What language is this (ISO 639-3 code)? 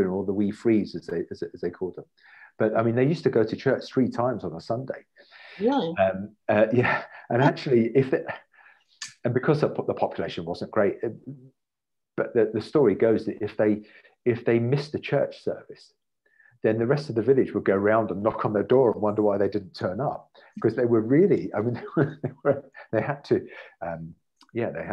eng